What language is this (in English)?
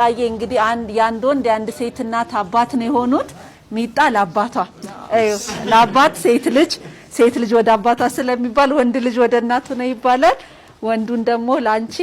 Amharic